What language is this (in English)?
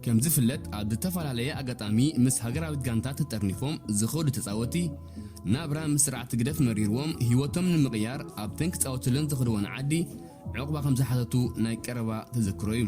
Tigrinya